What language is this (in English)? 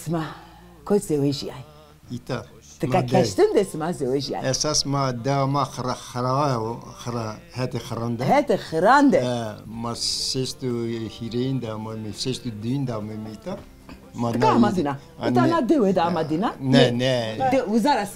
Zaza